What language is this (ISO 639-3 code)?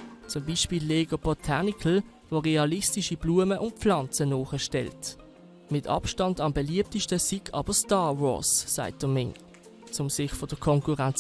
gsw